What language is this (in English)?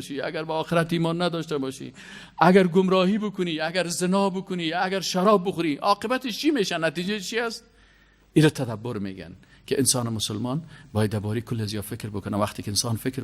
Persian